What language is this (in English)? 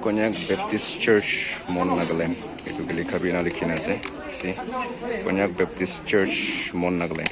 Naga Pidgin